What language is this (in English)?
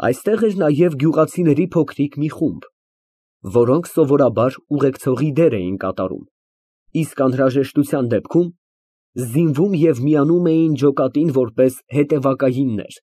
Armenian